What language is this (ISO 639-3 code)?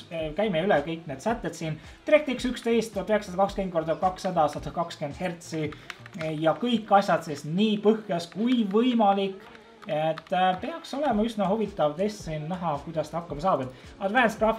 est